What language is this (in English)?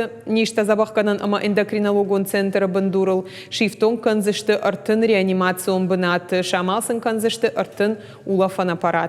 Ossetic